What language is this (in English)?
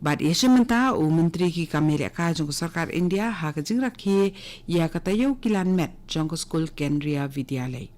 Khasi